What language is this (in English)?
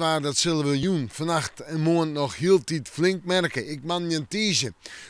Western Frisian